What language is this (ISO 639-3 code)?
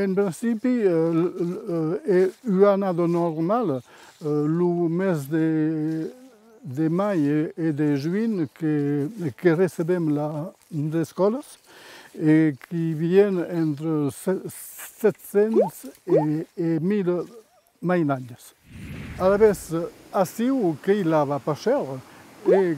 oci